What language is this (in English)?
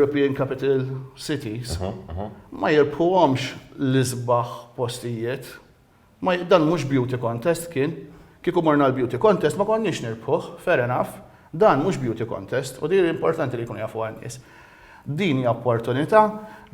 Maltese